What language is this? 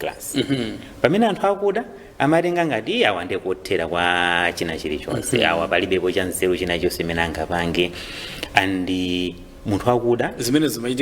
Nyanja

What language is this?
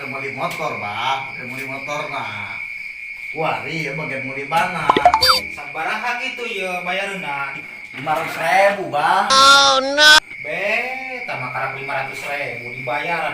Sundanese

